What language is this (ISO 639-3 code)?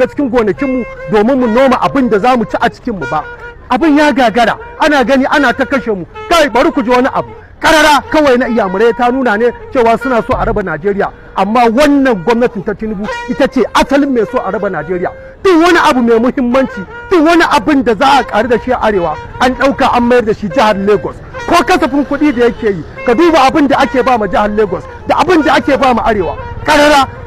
hau